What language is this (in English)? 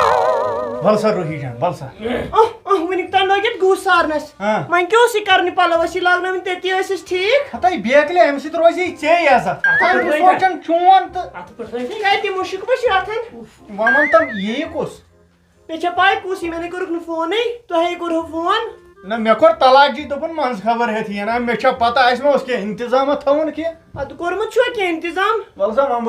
Kashmiri